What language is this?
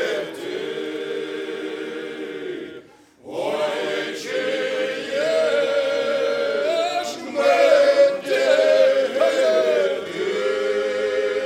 Ukrainian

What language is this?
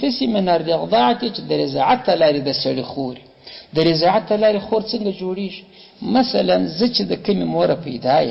Pashto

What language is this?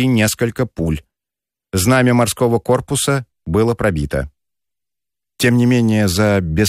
Russian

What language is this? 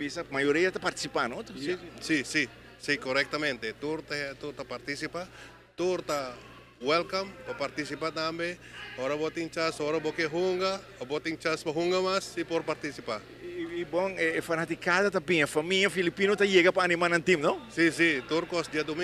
Papiamento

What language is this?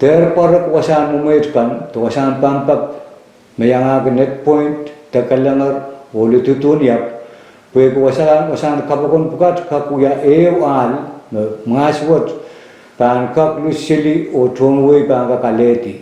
Pohnpeian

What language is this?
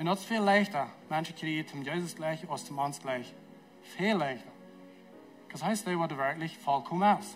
Plautdietsch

